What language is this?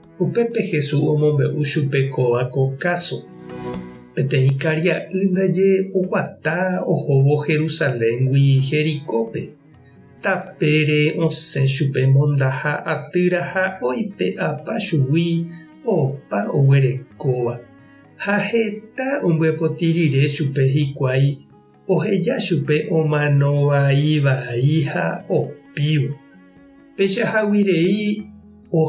Guarani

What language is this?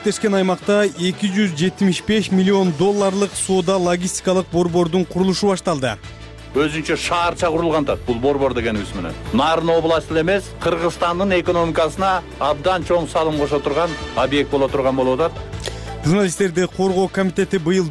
Kyrgyz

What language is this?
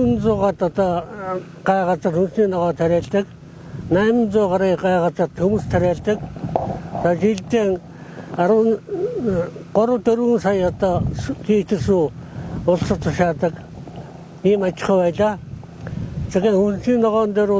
Mongolian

